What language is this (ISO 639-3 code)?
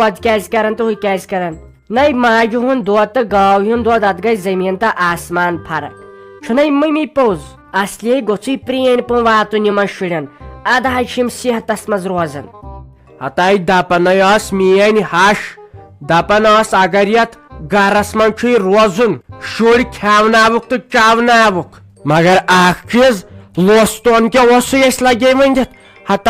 kas